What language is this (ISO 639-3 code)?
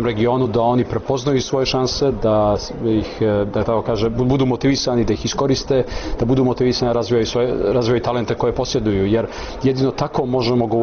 bos